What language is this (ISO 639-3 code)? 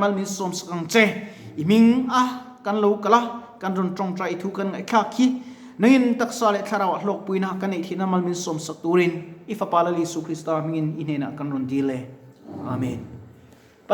lus